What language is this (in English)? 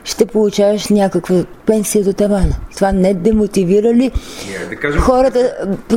Bulgarian